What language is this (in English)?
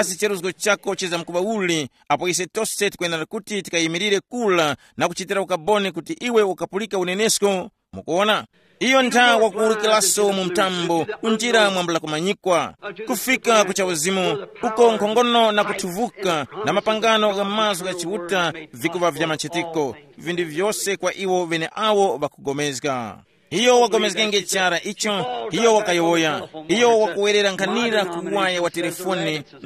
Tumbuka